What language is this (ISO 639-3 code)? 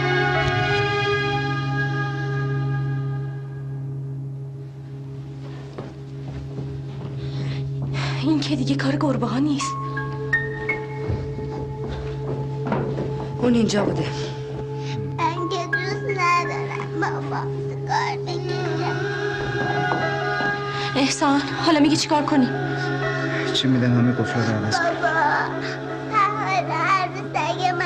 fas